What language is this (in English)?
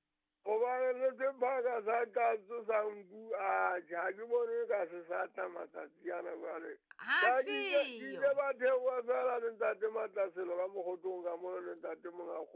Southern Sotho